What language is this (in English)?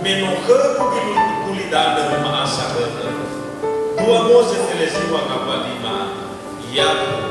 Nias